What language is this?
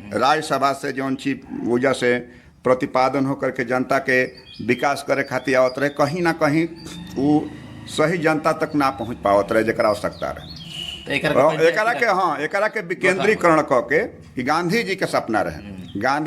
Bhojpuri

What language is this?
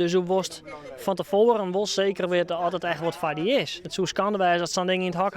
Western Frisian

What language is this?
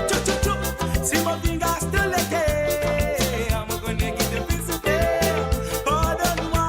Morisyen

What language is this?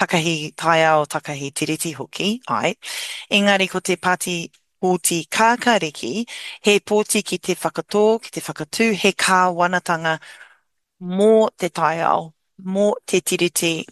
Māori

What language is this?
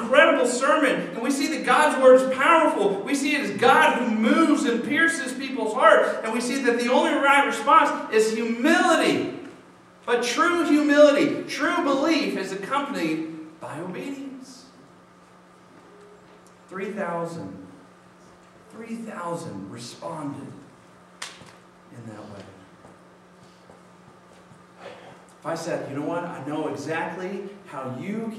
English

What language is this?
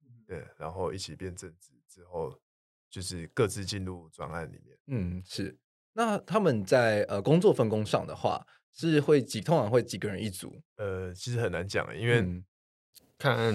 Chinese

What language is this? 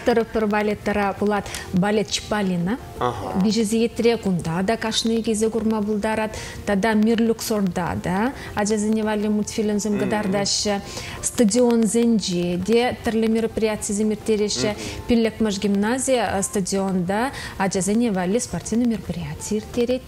Chuvash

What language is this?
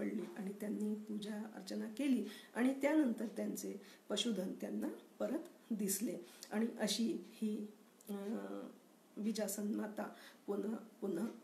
Marathi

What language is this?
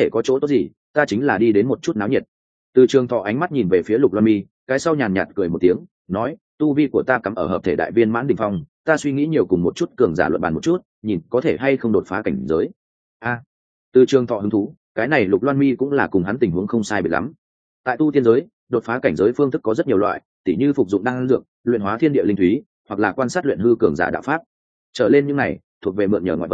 Vietnamese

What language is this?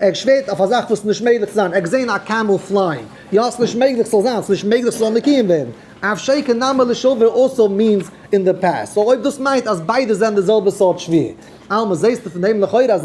Yiddish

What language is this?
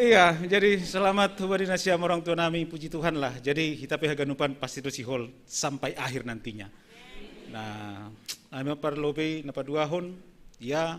Batak Simalungun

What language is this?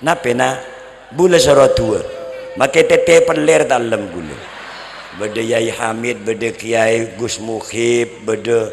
Madurese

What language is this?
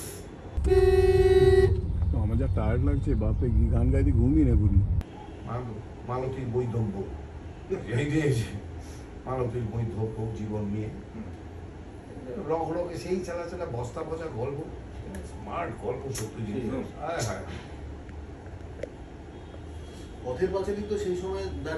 Bangla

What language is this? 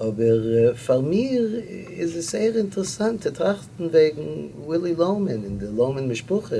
Yiddish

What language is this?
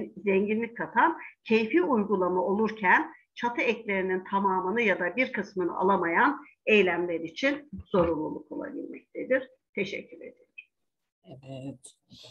Turkish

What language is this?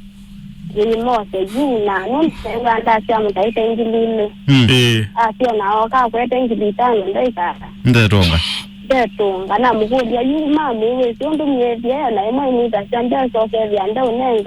Kamba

